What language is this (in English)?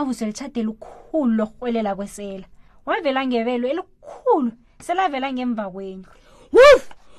South Ndebele